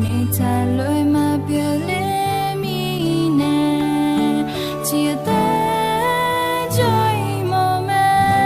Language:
Akha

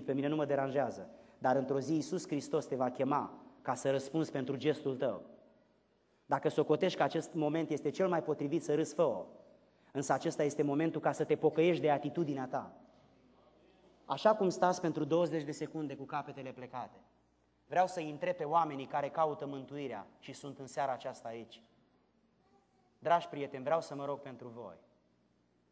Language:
Romanian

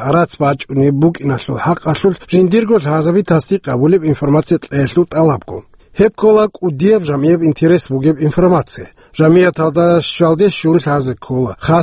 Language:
Avaric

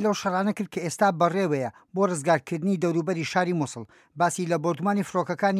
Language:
Central Kurdish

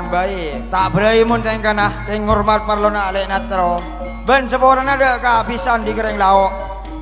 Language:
Madurese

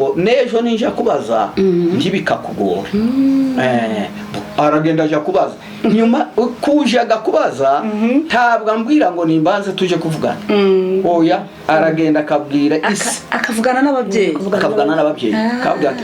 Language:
Kinyarwanda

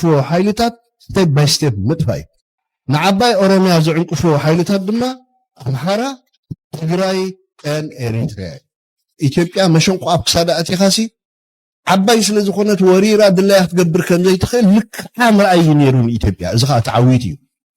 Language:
Tigrinya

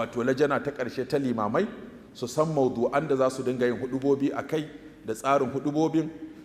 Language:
Hausa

